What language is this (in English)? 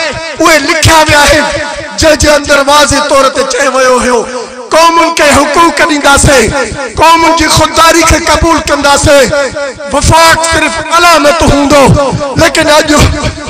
Sindhi